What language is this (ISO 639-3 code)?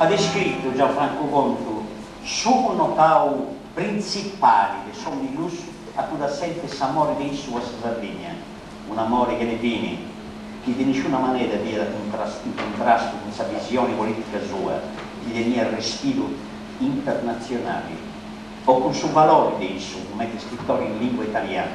srd